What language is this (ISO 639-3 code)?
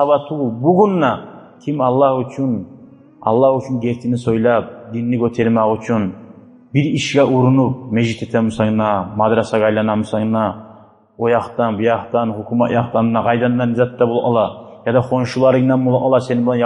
kum